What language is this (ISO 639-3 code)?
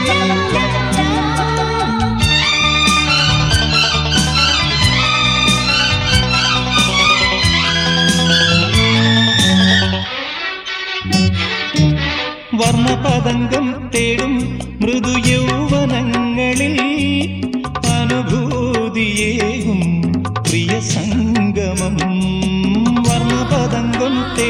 mal